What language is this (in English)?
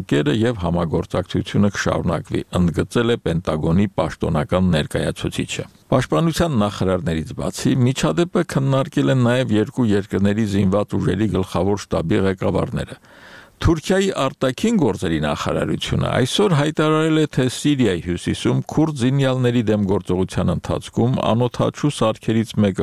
Armenian